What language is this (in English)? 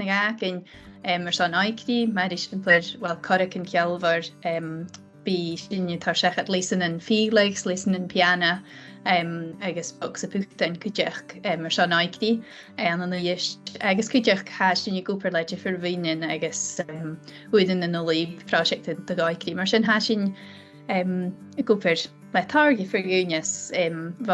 Scottish Gaelic